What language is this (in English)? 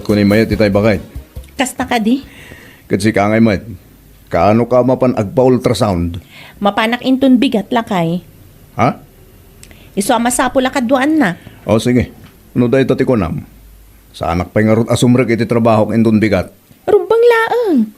Iloko